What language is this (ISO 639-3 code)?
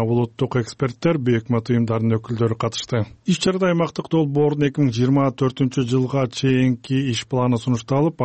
kir